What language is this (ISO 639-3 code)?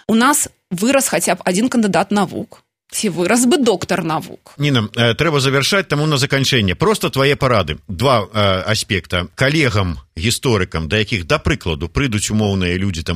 bel